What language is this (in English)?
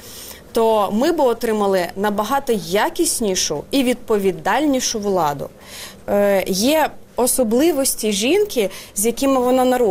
Ukrainian